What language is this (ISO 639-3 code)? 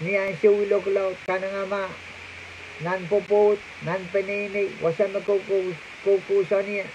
pon